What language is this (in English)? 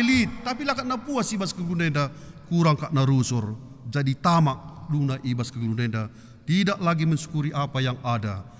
Batak Karo